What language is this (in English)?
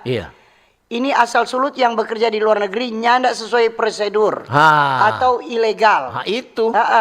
Manado Malay